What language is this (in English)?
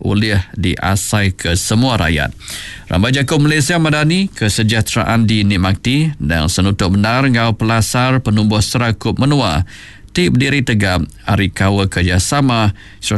Iban